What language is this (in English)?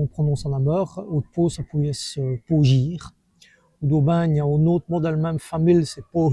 Walloon